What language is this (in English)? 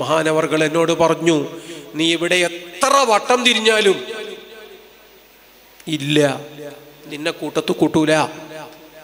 Malayalam